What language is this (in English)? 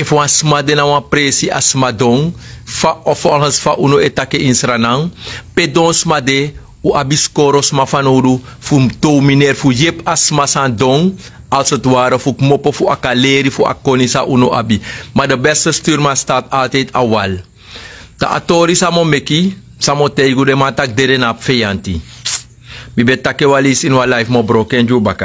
Sranan Tongo